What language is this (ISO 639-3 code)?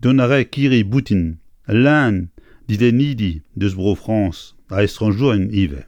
bre